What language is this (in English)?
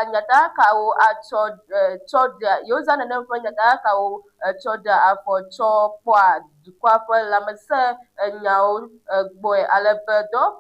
Ewe